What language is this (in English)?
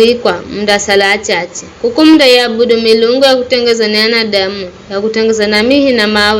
Giryama